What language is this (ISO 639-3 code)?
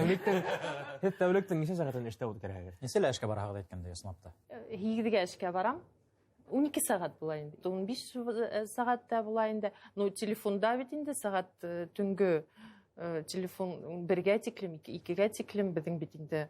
bak